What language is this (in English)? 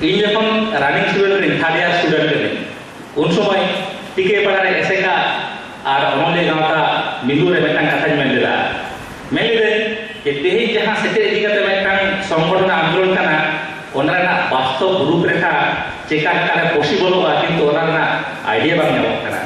Santali